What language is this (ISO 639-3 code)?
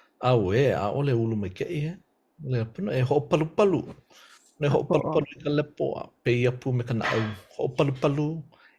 haw